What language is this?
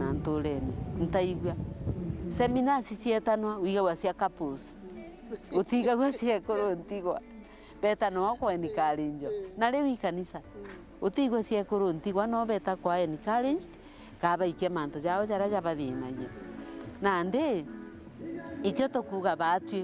Meru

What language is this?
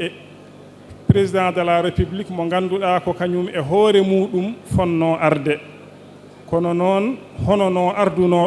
Fula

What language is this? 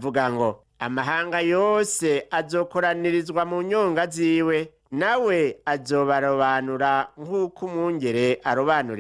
Rundi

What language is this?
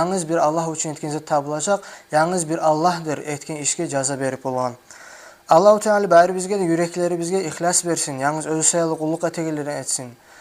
Kumyk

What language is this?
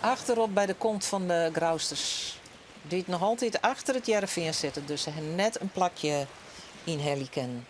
Western Frisian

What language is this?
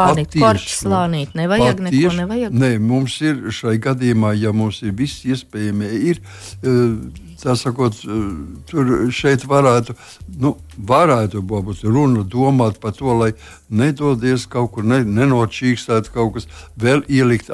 Latvian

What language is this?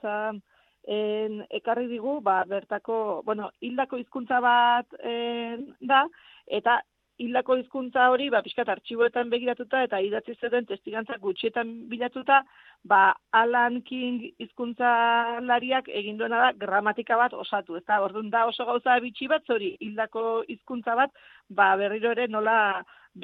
Basque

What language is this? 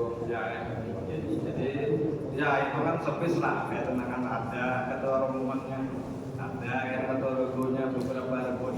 Banjar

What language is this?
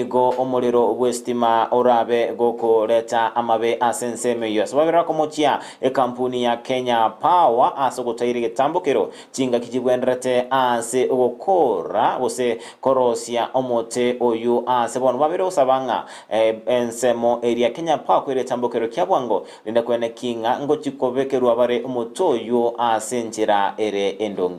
Gusii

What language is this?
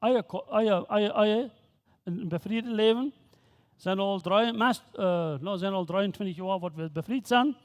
Plautdietsch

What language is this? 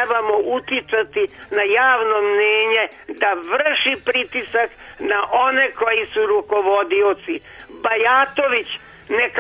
Serbian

